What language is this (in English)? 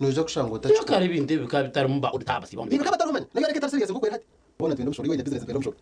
Nyankole